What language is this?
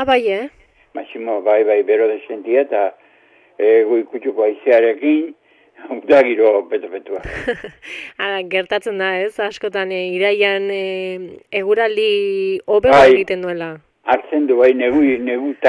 Basque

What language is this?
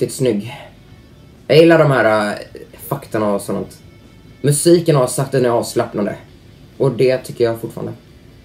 Swedish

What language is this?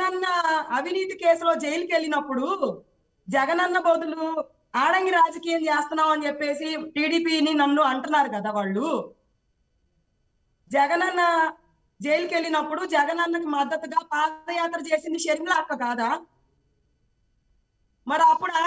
Telugu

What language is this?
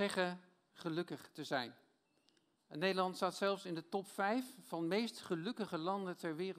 Dutch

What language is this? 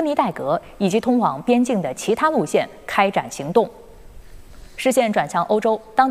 Chinese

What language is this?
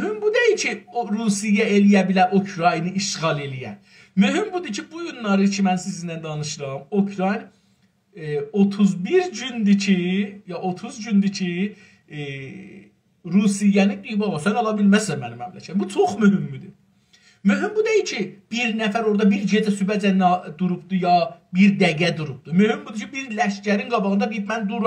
South Azerbaijani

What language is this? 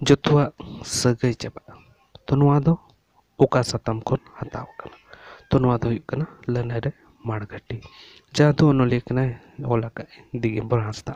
Santali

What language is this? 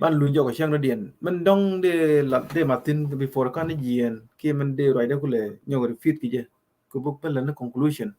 Nuer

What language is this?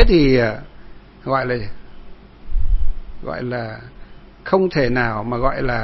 Vietnamese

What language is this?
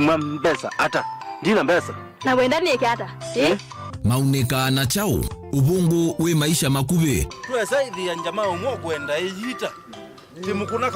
Kamba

